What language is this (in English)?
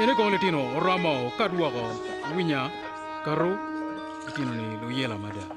Acoli